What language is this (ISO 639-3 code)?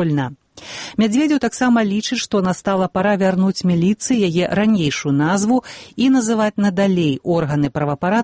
bel